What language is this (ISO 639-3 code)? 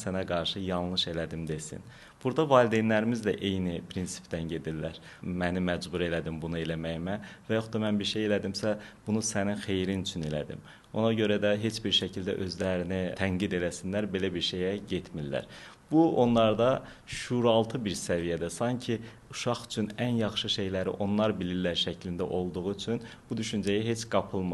aze